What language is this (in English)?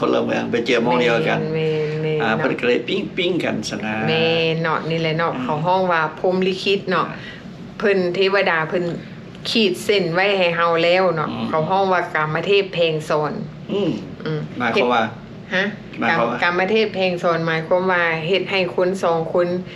Lao